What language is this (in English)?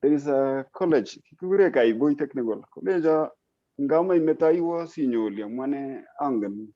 Kalenjin